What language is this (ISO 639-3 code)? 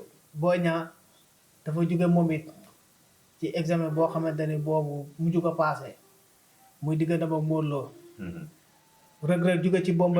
wol